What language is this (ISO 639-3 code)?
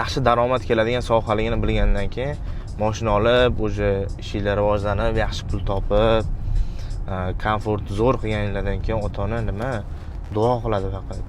uzb